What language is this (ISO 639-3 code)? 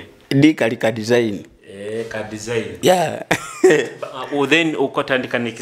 nyo